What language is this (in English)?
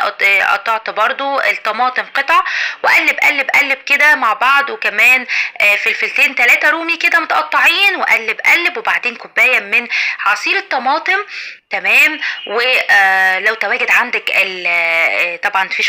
Egyptian Arabic